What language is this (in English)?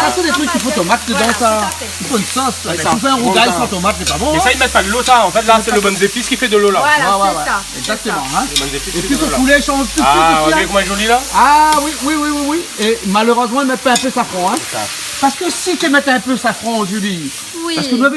Réunion Creole French